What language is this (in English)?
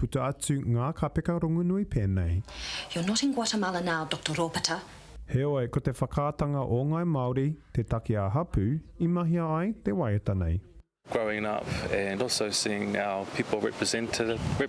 Māori